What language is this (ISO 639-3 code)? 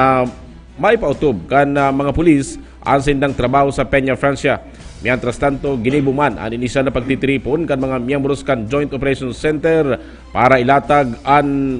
bik